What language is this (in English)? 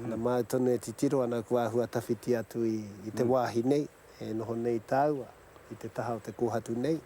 Māori